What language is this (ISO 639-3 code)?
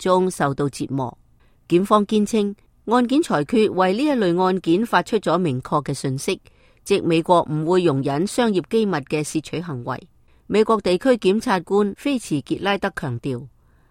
yue